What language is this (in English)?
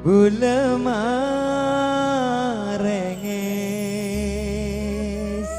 Madurese